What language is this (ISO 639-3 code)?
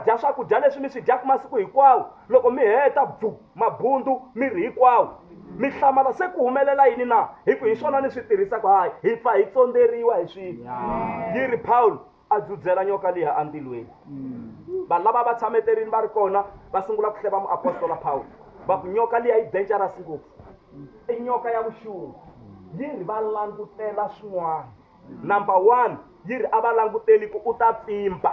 tso